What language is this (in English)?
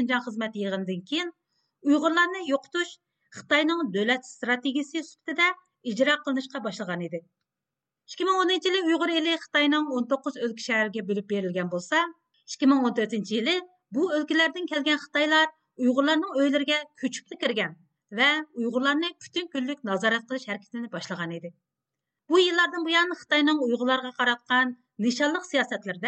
Uyghur